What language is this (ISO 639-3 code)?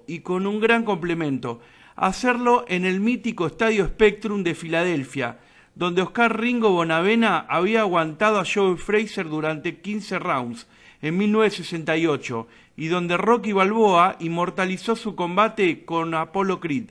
spa